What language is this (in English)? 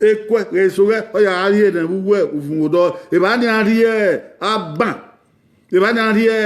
Bini